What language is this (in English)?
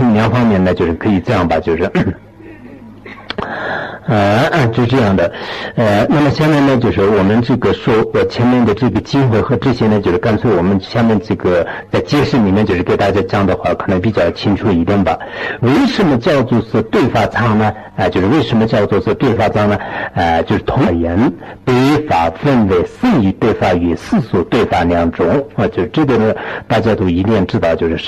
Chinese